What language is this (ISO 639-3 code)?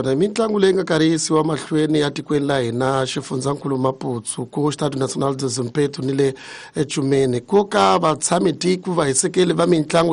tso